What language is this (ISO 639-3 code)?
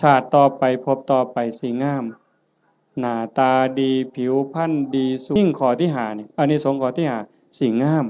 tts